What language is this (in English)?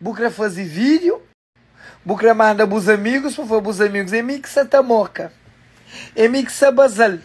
Kabuverdianu